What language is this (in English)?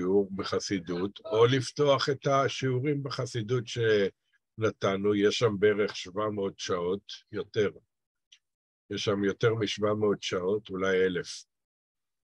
Hebrew